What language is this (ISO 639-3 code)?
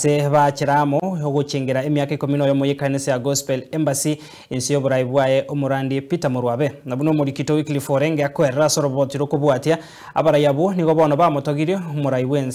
guz